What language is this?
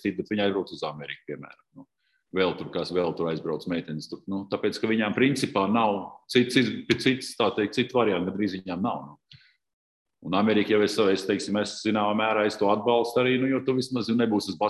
Latvian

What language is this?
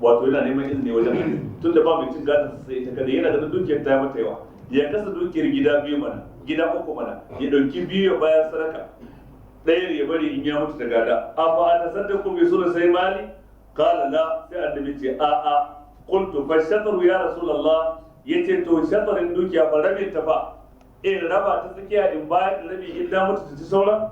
Hausa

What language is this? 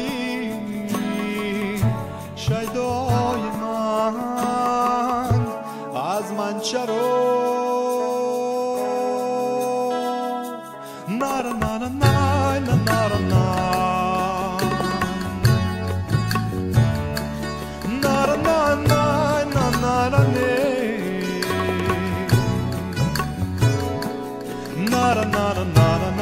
Persian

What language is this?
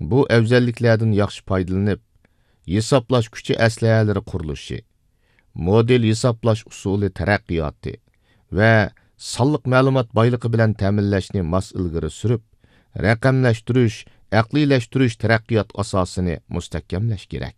Uyghur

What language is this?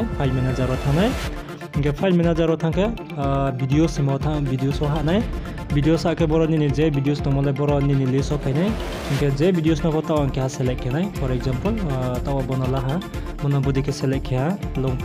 Riang (India)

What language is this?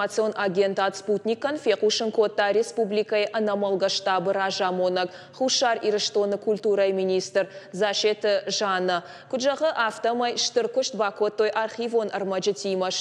Ossetic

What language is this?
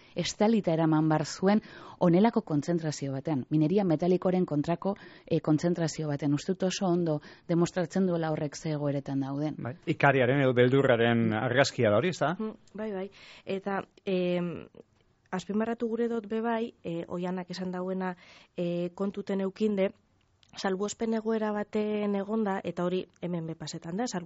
Basque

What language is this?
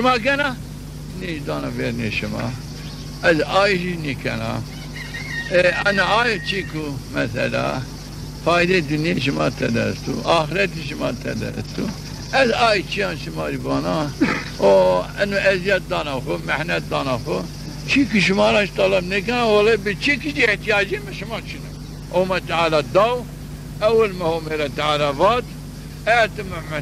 Zaza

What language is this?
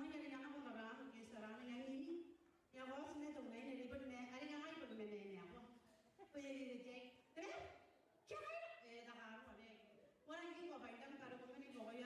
Gilbertese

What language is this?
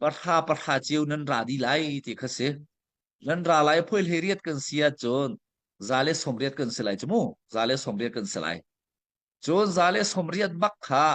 Hakha Chin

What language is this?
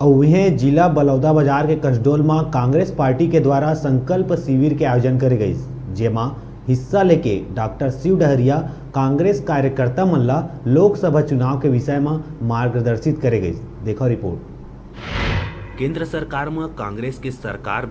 Chhattisgarhi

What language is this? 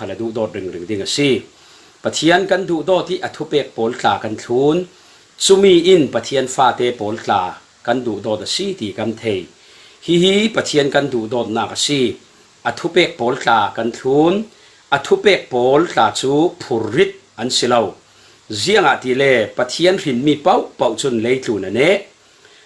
Falam Chin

